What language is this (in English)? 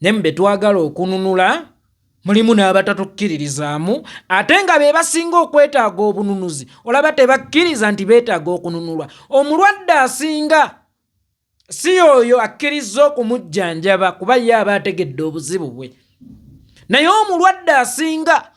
Ganda